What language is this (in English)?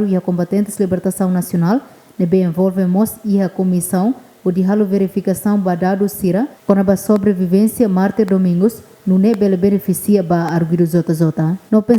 Tetum